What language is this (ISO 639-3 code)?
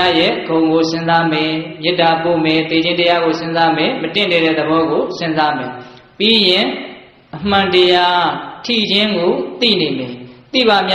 mya